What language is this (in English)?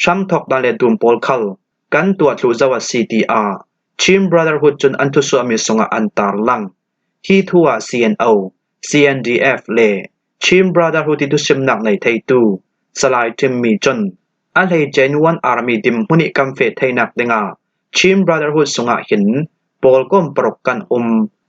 Falam Chin